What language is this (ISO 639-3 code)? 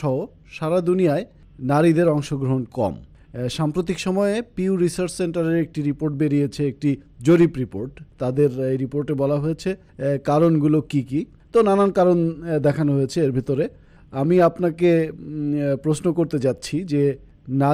ben